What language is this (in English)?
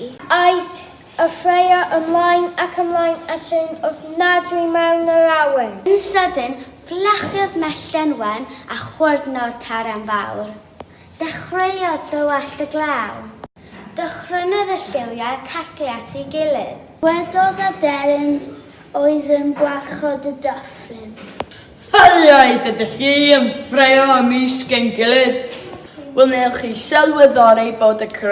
Welsh